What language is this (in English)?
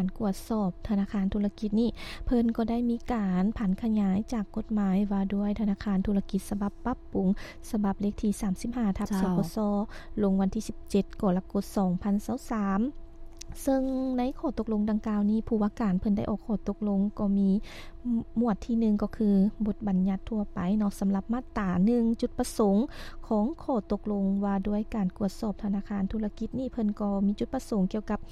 Lao